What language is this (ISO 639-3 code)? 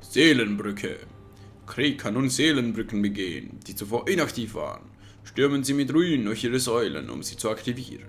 gsw